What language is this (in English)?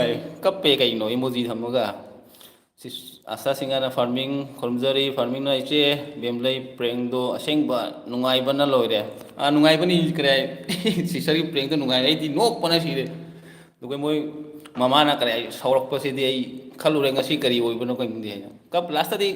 Manipuri